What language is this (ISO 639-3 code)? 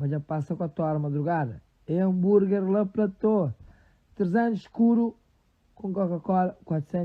kea